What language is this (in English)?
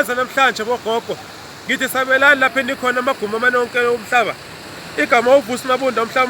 Zulu